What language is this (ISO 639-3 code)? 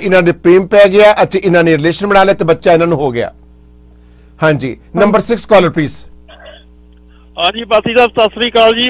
pan